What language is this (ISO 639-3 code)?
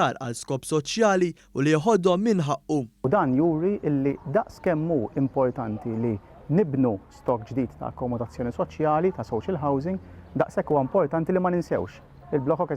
mlt